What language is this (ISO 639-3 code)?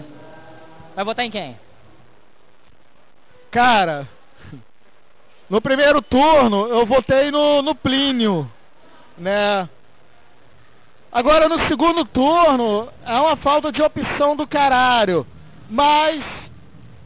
por